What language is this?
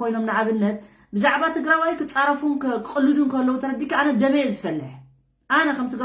Tigrinya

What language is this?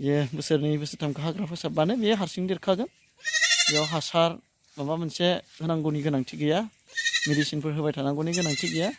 Bodo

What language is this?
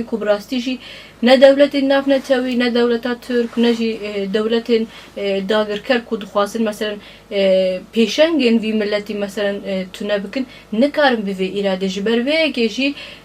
Kurdish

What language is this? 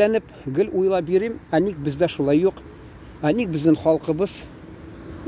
Tatar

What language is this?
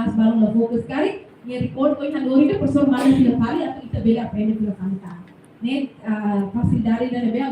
Tetum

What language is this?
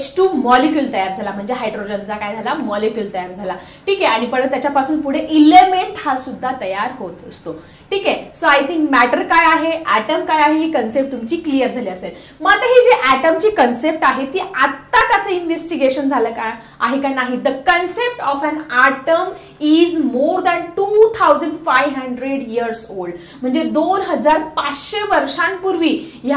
Marathi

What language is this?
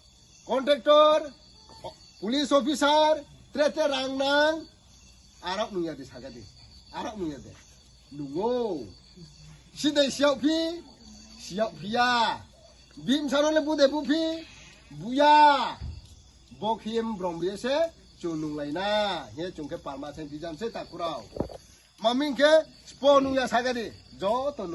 Riang (India)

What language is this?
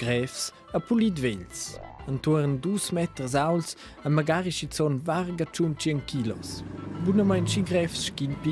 Romansh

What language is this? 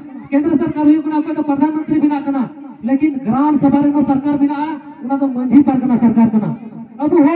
Santali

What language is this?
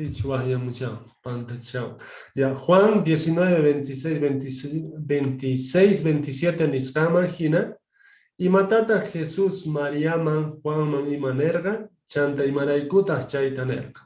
Quechua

